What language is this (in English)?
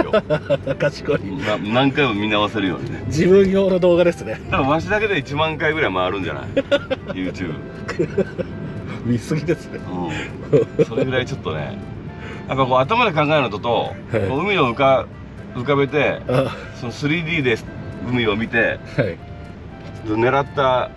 Japanese